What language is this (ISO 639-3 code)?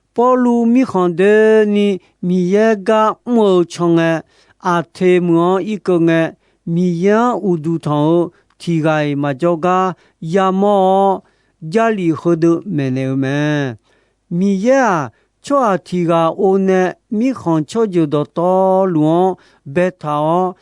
ahk